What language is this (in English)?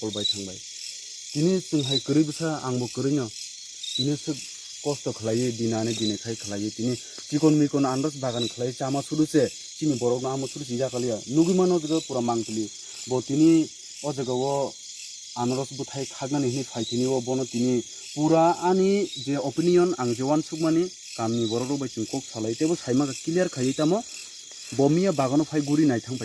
Kok Borok